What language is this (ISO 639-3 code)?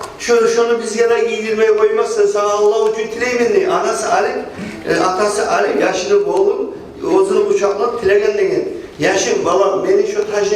kum